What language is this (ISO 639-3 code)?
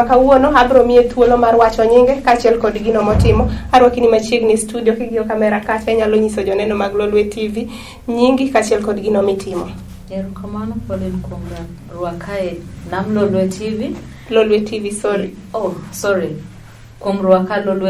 luo